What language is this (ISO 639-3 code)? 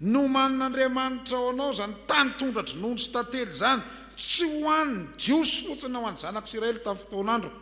mlg